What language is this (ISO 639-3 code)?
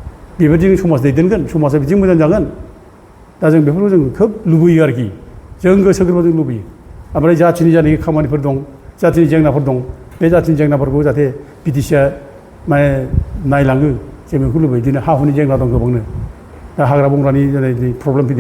brx